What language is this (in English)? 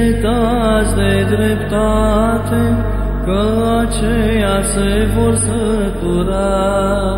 Romanian